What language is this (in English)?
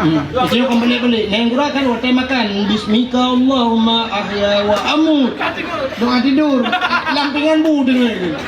Achinese